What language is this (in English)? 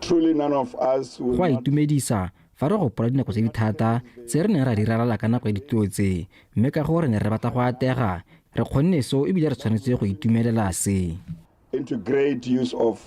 Tswana